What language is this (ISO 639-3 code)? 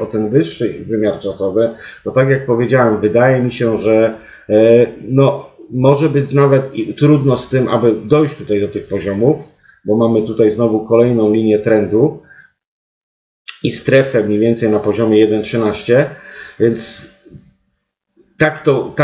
pol